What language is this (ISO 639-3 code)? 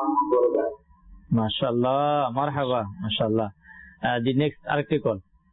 ben